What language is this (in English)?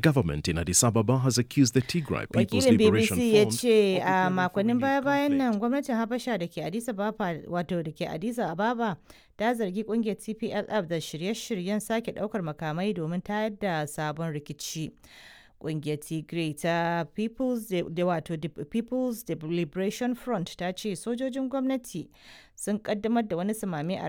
Hausa